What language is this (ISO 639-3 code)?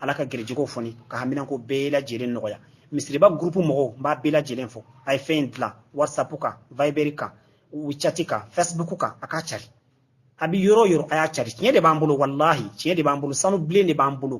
bam